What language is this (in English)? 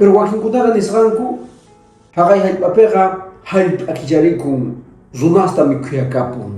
Quechua